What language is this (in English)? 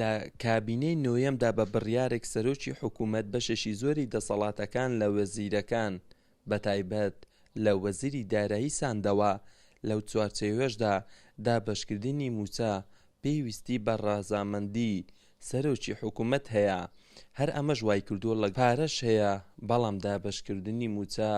Central Kurdish